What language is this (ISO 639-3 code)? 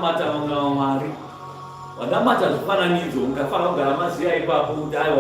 sna